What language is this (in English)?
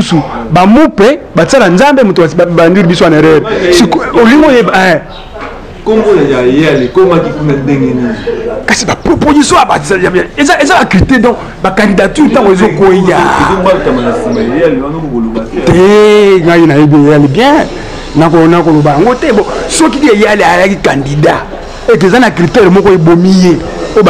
Lingala